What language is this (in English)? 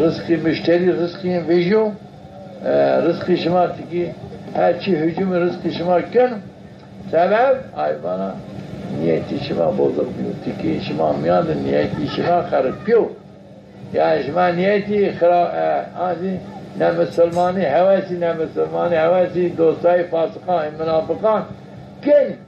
Zaza